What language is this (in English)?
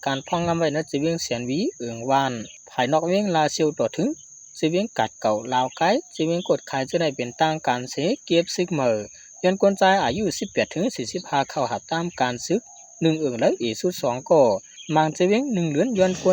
Shan